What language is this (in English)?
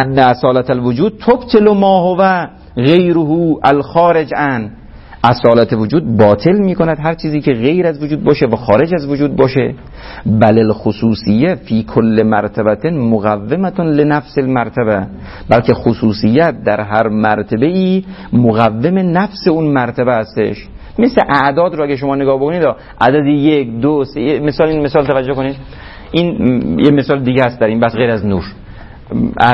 Persian